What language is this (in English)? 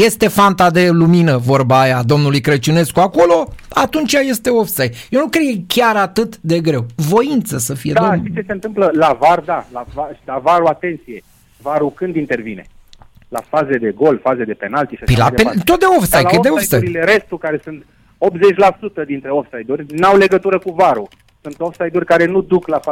Romanian